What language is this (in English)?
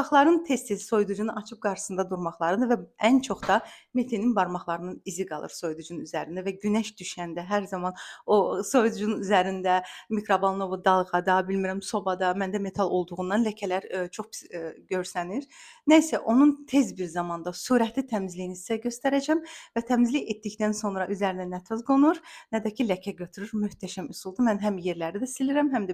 Azerbaijani